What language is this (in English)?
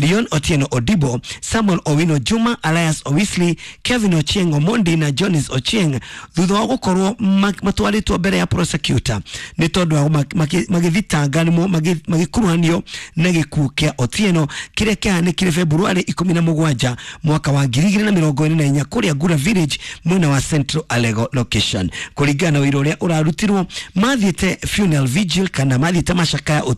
Kikuyu